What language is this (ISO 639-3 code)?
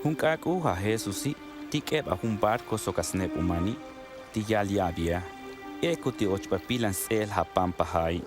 toj